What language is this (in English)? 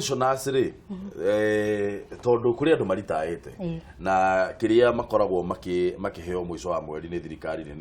Kikuyu